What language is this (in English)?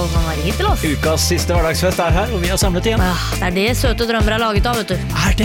Norwegian